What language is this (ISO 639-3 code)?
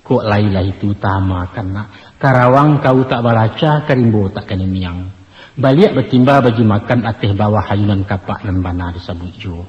min